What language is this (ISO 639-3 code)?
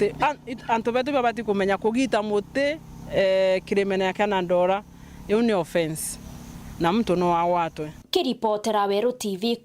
mer